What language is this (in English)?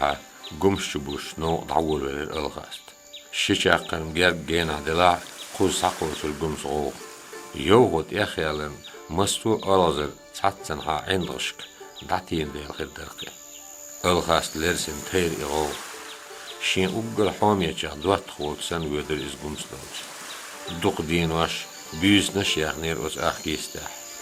Chechen